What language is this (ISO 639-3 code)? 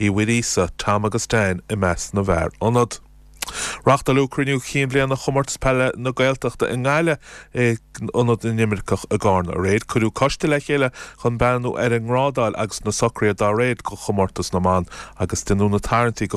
gle